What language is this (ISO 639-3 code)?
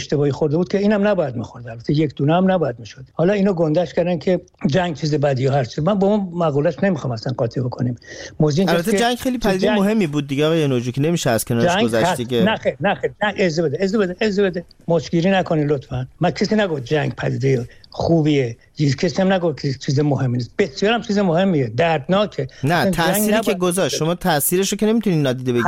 fas